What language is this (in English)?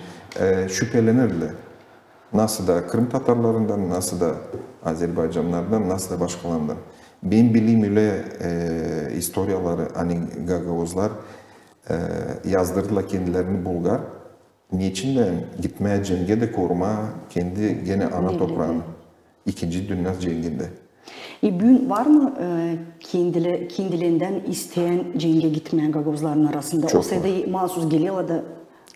Gagauz